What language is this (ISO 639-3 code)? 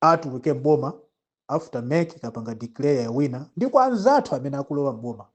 nya